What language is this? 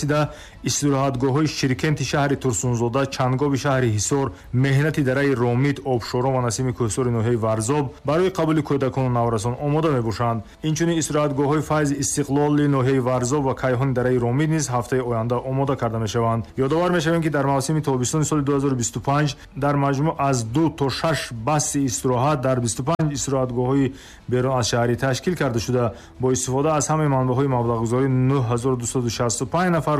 Tajik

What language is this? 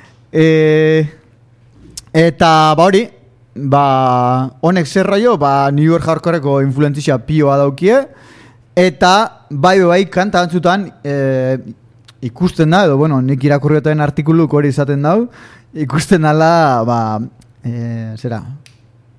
Basque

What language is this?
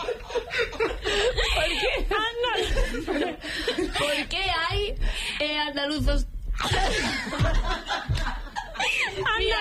Spanish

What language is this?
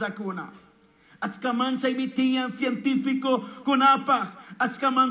Chimborazo Highland Quichua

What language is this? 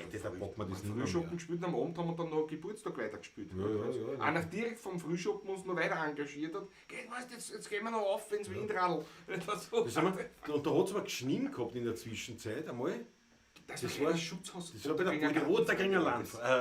Bavarian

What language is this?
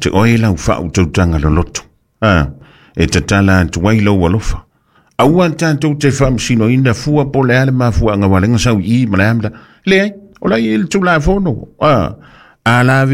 Samoan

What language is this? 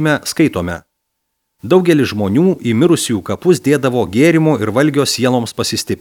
Lithuanian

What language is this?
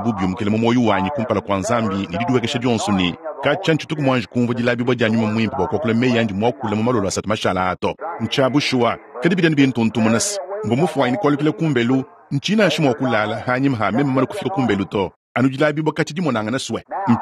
Luba-Lulua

